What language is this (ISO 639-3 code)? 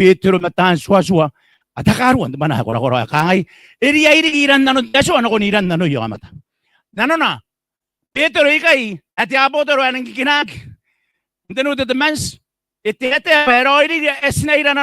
gil